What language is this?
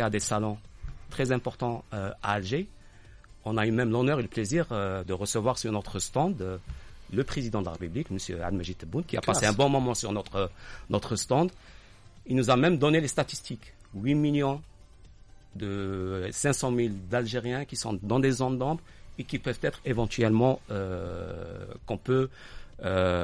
French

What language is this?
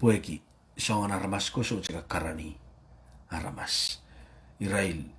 Pohnpeian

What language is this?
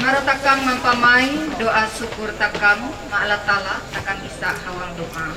Ma'anyan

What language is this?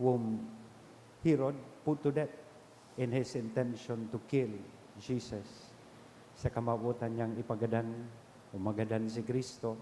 Bikol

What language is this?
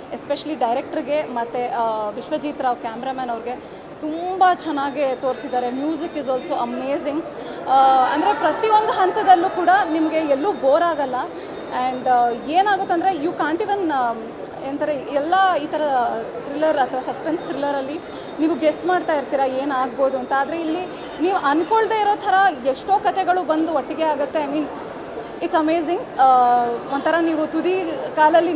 Kannada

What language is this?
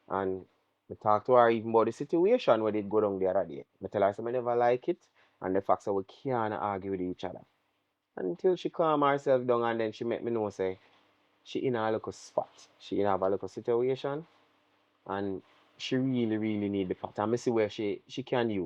Jamaican Creole English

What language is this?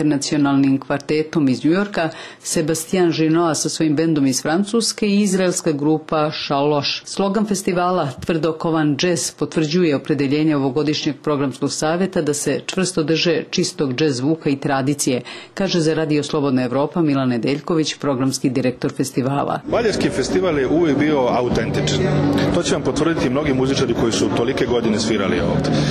Serbian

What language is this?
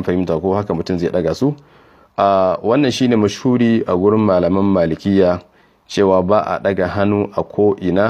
Hausa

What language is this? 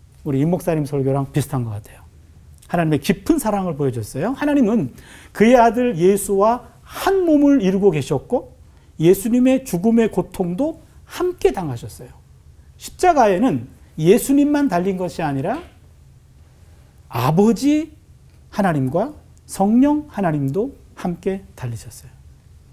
Korean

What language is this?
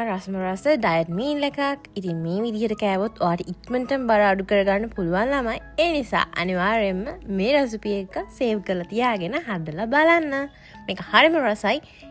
Sinhala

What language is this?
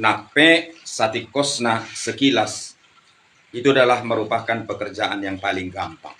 Batak Toba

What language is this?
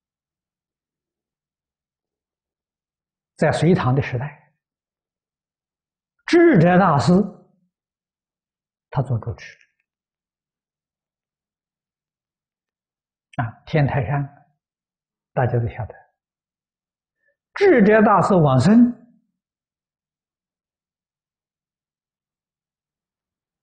Chinese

